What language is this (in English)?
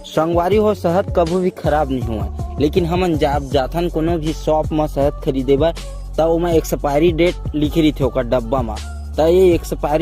Chhattisgarhi